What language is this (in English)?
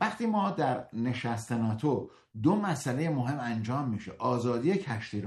Persian